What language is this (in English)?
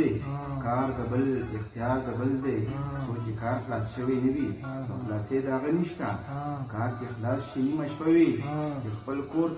Pashto